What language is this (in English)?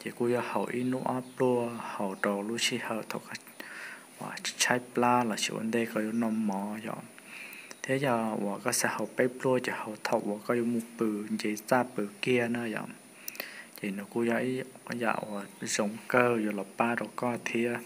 Hmong